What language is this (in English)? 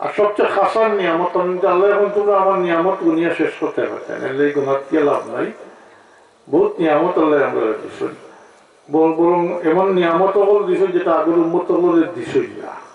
Sylheti